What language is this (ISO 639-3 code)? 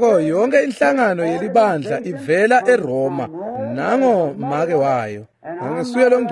ssw